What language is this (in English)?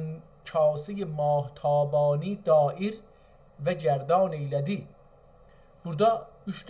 South Azerbaijani